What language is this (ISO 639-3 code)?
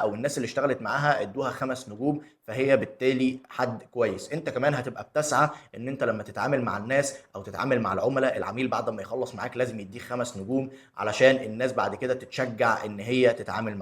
arz